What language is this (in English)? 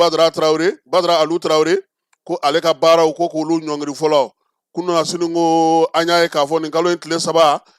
Bambara